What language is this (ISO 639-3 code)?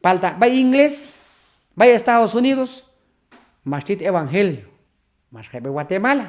kjb